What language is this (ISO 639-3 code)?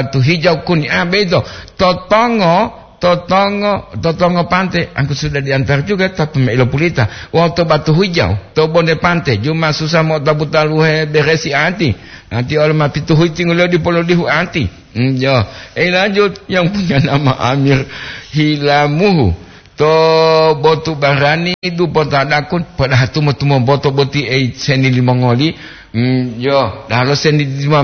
gor